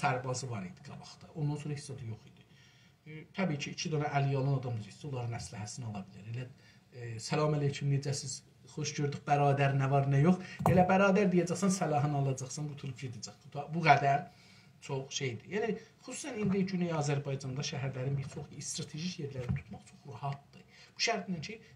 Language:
South Azerbaijani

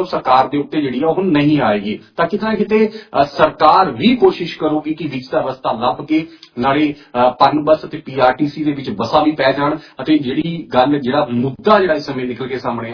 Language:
Punjabi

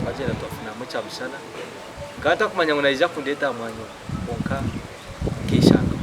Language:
Nyankole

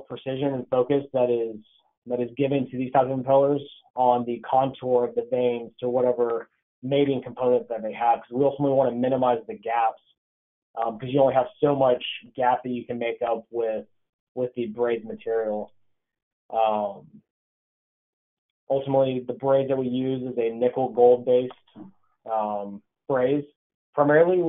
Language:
English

